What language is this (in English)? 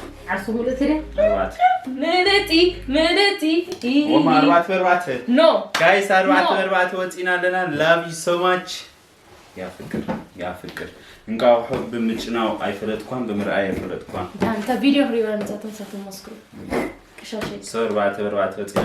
Tigrinya